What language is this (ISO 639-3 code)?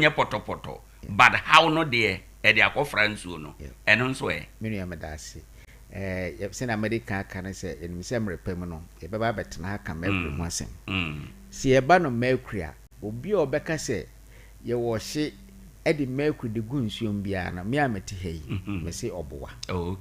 aka